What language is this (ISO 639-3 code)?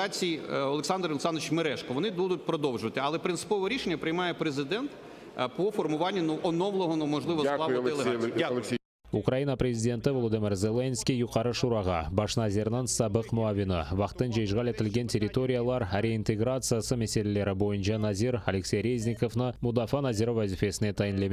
crh